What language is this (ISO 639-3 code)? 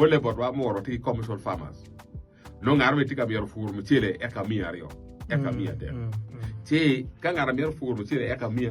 ach